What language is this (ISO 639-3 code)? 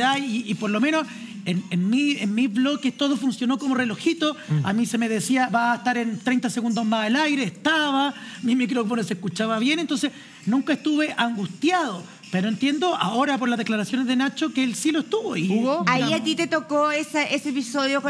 spa